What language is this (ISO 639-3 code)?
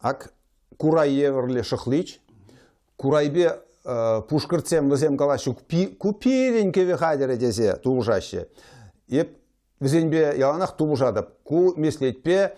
chv